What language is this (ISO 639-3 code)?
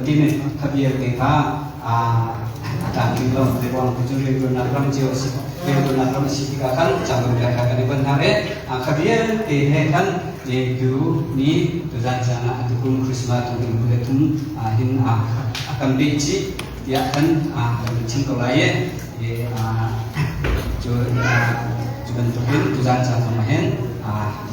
cnh